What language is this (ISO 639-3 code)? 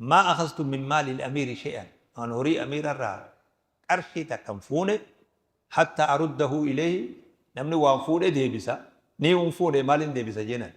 orm